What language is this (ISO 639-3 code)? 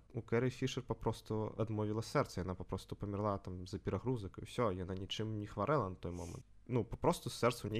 bel